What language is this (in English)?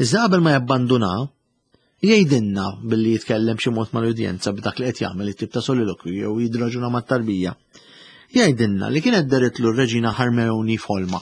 Maltese